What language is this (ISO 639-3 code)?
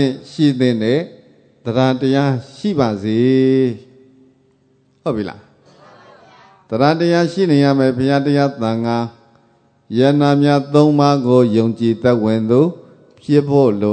mya